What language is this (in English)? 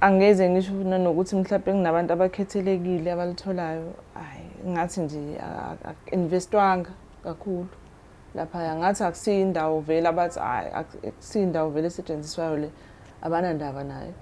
Zulu